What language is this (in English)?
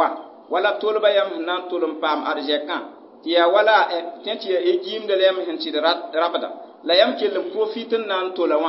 Mossi